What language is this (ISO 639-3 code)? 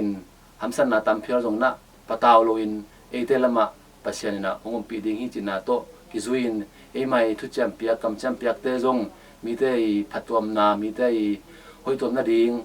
ctd